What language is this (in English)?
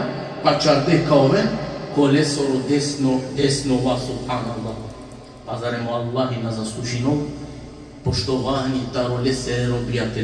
Balkan Romani